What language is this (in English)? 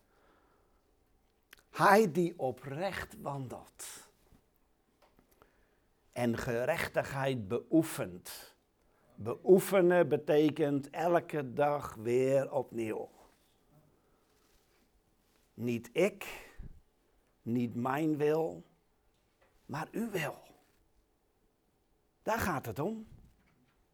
Dutch